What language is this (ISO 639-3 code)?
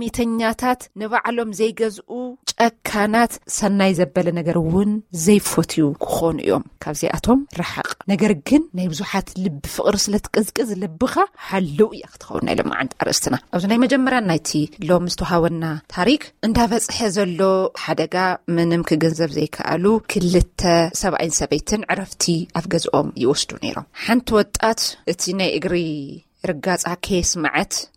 tir